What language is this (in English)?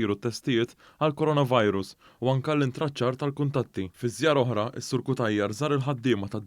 Maltese